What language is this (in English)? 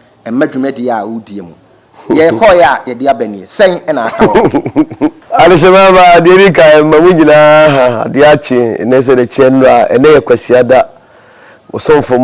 Akan